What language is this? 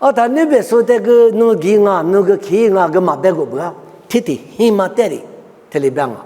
Lisu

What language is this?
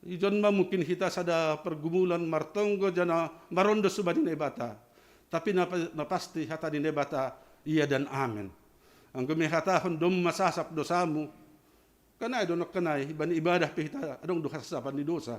Batak Simalungun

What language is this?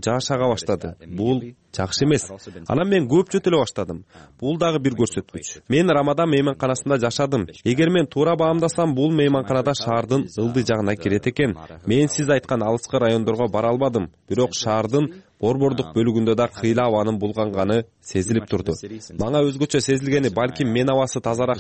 Kyrgyz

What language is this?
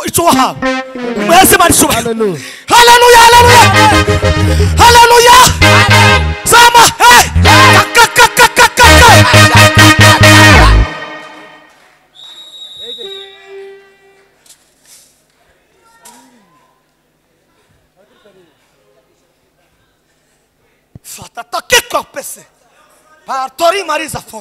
Kinyarwanda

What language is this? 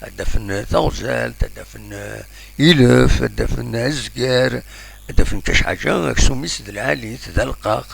Kabyle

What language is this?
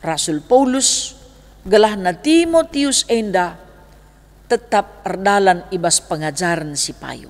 Batak Karo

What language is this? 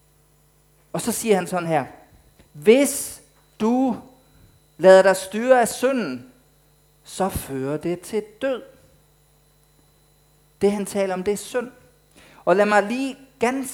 Danish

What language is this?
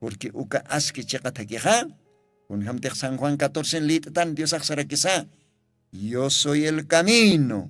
Aymara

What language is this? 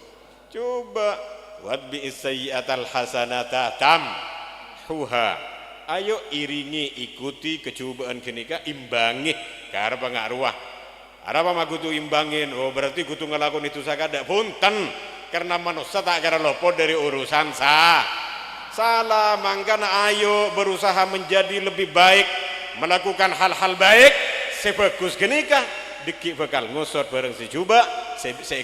Madurese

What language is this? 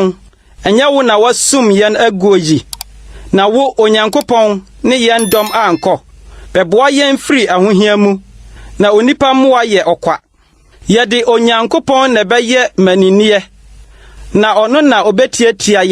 Akan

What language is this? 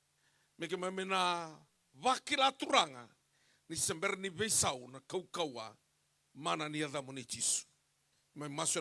Fijian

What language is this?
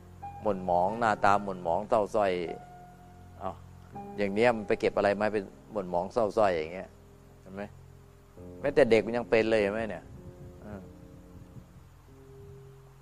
Thai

